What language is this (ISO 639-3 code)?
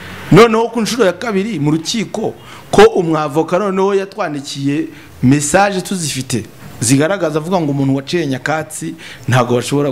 kin